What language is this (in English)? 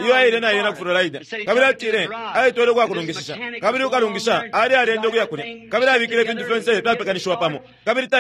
Bemba